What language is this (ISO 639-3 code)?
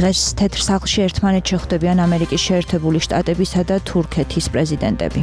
kat